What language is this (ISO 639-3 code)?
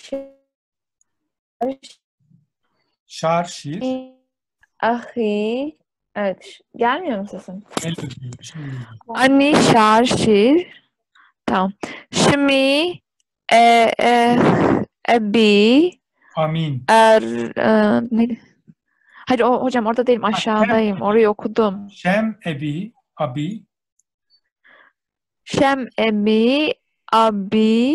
tur